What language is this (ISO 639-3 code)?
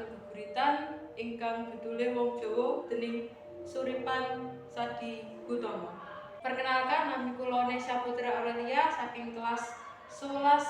jav